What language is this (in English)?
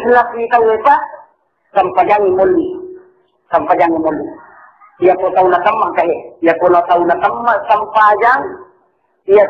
Buginese